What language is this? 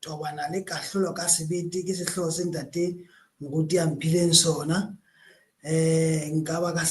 Southern Sotho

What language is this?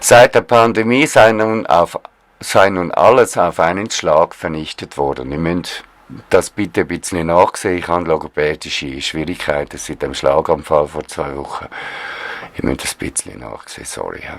Swiss German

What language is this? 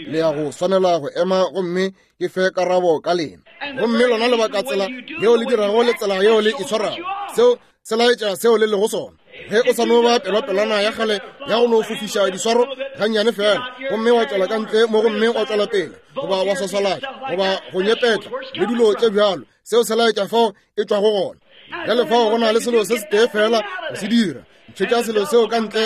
Northern Sotho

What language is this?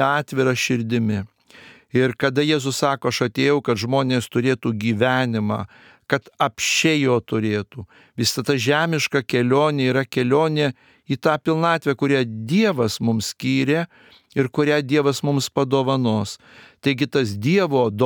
Lithuanian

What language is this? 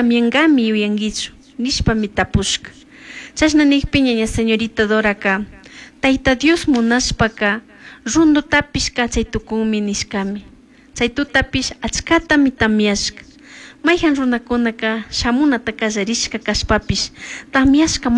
Chimborazo Highland Quichua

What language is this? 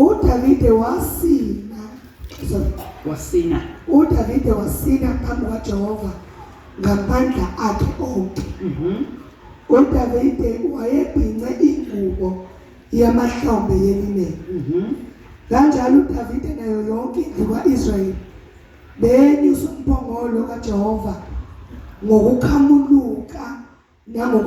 Zulu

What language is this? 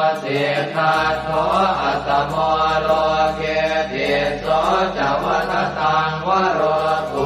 Pali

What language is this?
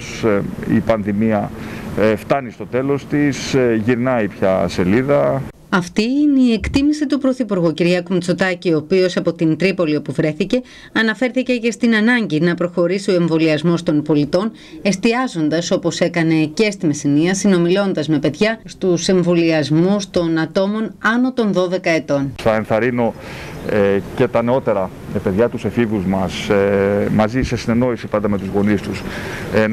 Greek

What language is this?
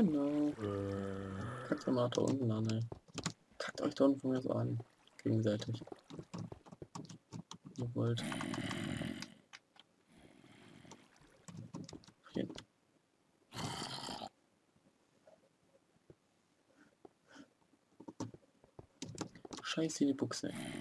German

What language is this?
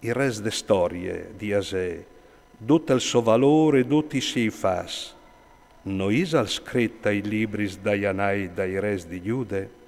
Friulian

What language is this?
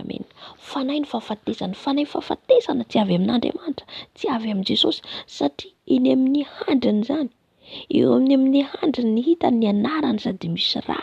Malagasy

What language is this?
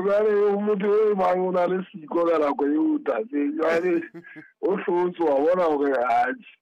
Southern Sotho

